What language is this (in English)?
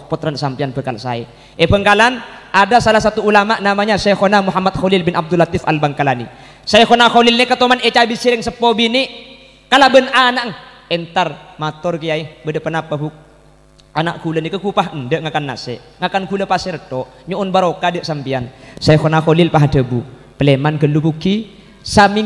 Madurese